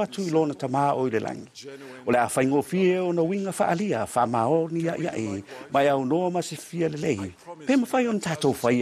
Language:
Samoan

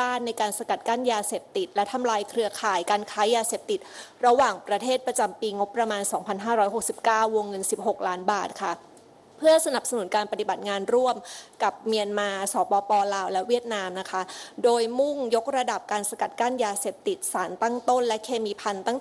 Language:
Thai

